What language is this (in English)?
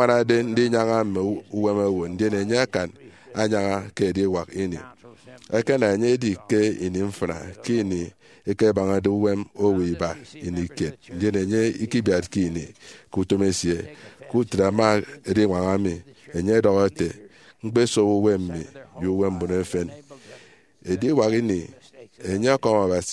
Efik